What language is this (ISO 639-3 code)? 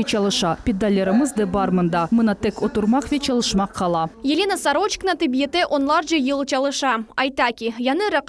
crh